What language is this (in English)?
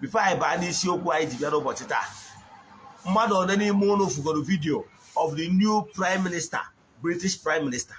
Igbo